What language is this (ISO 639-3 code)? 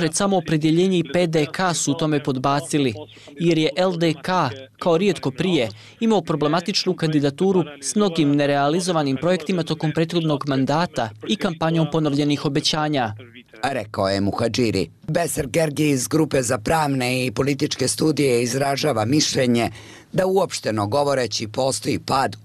bos